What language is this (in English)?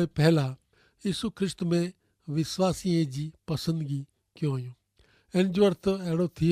Kachhi